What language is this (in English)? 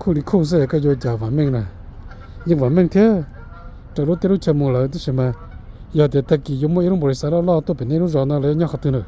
Hmong